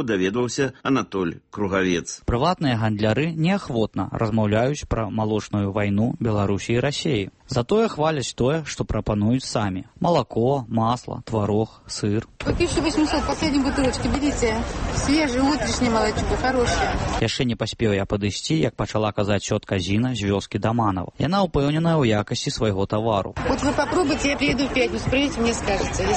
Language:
Belarusian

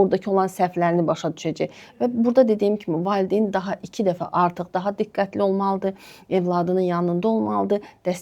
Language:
Azerbaijani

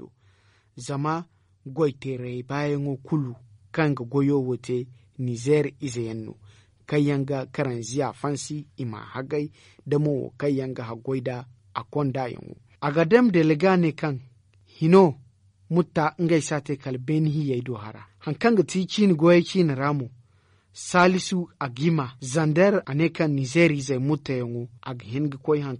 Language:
Zarma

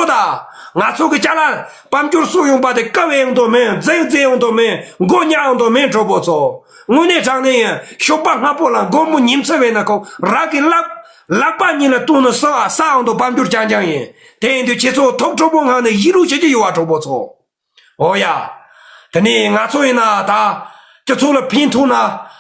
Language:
Tibetan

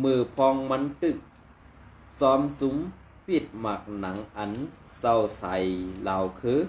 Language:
Shan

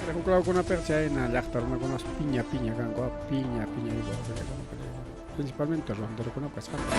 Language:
Ayacucho Quechua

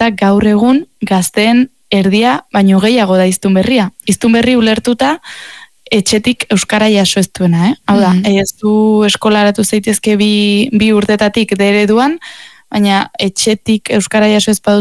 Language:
Basque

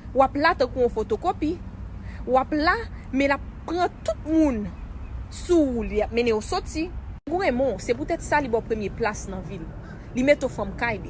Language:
Haitian Creole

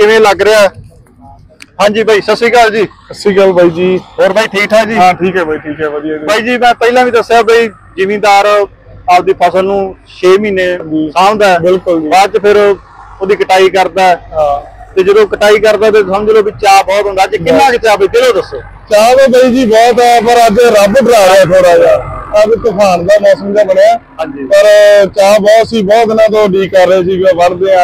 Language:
Punjabi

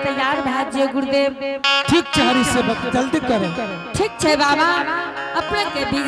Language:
Angika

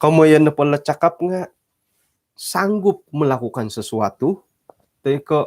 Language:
Central Dusun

